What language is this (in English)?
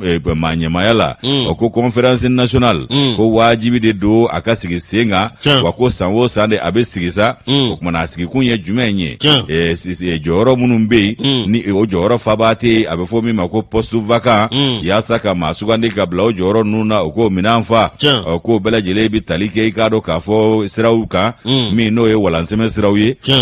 Bambara